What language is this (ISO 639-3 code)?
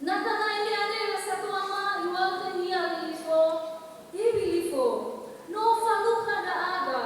nia